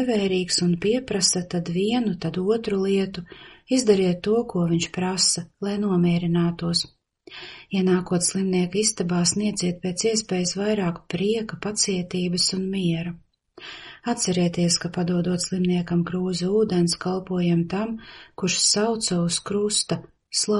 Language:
Latvian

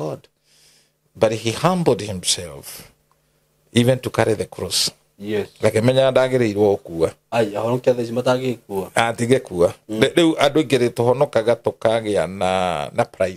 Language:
Kikuyu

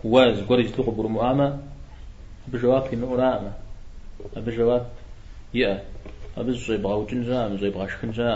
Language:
Kabardian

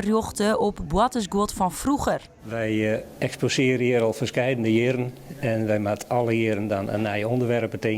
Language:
Western Frisian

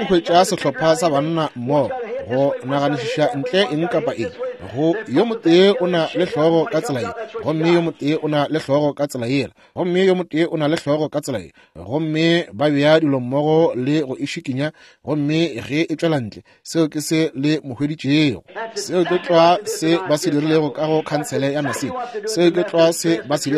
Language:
Northern Sotho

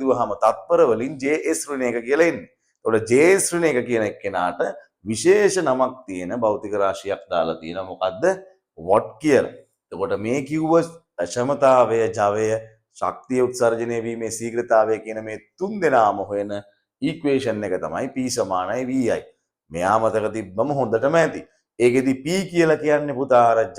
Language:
Sinhala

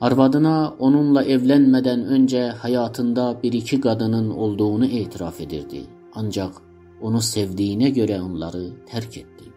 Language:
South Azerbaijani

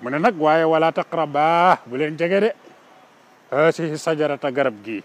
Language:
Wolof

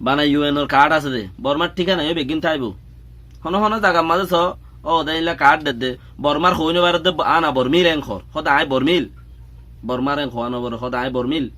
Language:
Rohingya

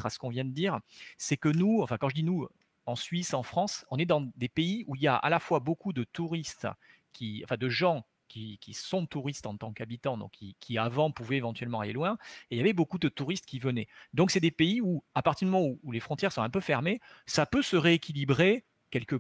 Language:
French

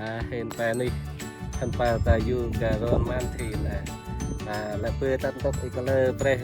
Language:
Central Mnong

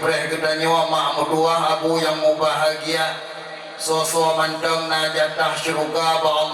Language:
Achinese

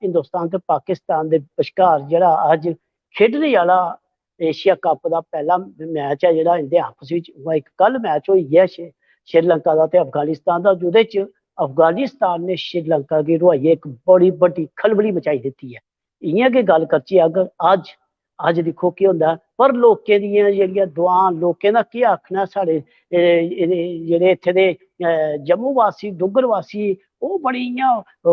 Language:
Dogri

